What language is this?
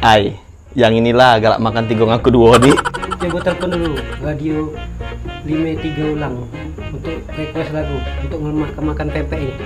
Musi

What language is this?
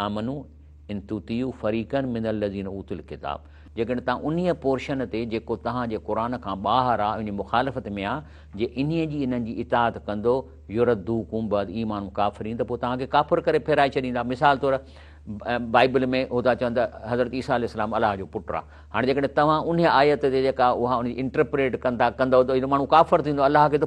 Sindhi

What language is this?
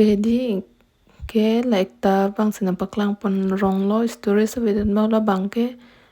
Karbi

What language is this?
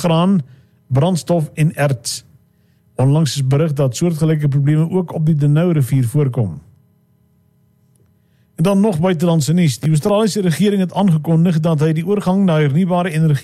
Afrikaans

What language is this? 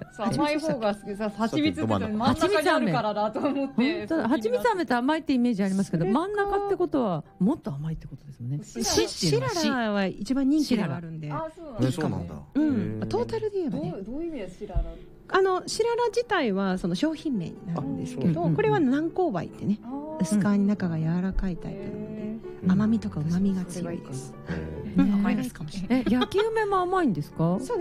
Japanese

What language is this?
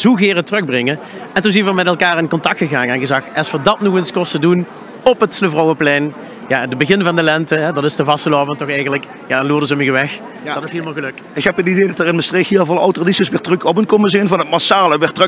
Limburgish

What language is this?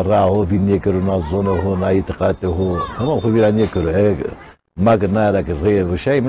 Zaza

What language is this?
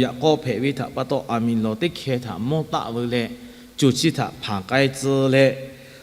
Lahu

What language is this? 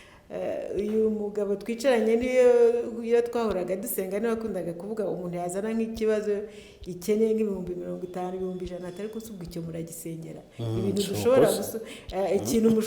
Kinyarwanda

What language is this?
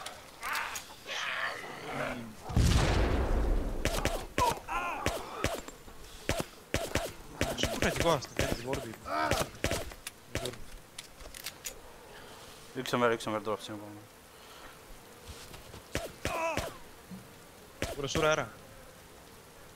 Estonian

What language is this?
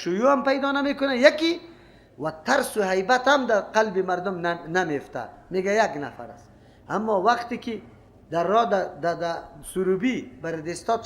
Persian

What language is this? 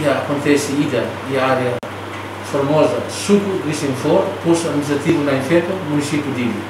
Tetum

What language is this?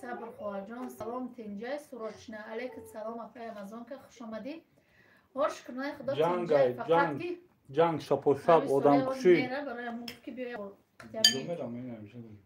Tajik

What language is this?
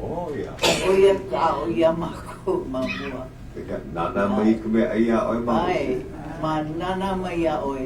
Hawaiian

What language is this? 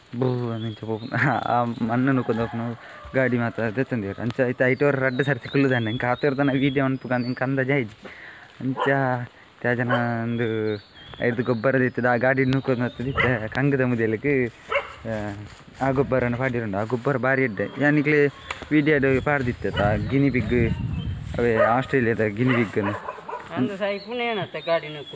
Tulu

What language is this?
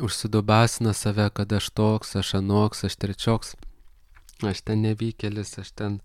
Lithuanian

